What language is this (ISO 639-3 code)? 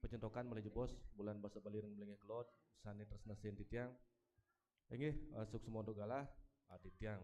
ban